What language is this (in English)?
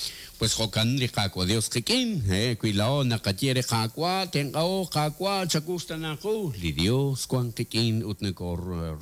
Kekchí